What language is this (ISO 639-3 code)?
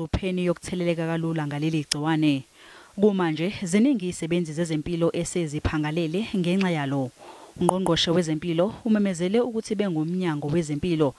zul